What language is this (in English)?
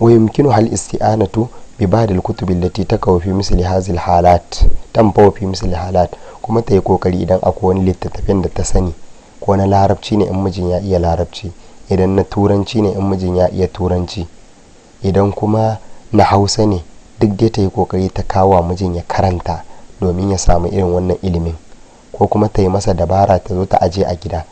Hausa